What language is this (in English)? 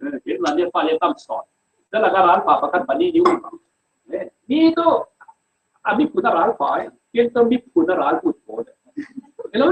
Falam Chin